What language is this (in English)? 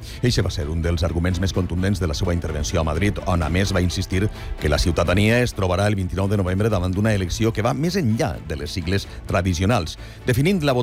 Catalan